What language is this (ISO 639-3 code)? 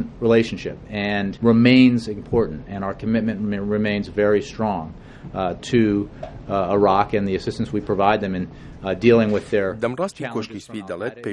ckb